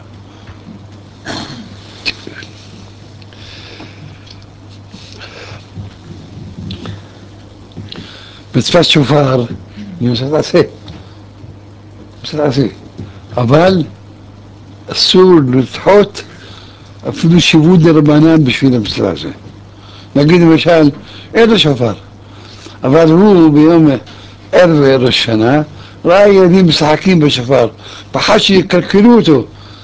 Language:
Hebrew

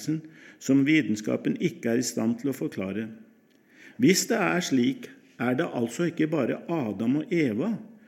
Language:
Norwegian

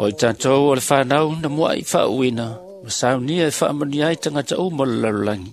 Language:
Samoan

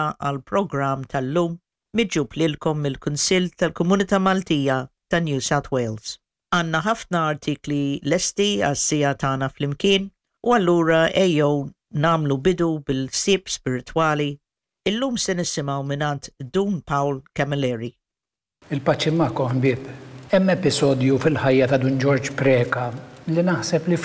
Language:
Maltese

